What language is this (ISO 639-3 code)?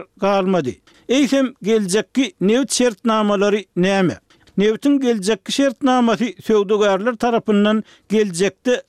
tuk